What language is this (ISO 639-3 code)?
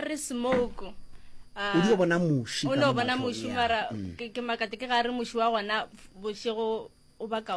nso